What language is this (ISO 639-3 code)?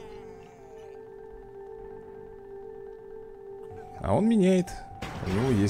rus